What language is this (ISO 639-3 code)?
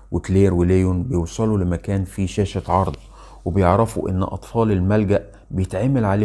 arz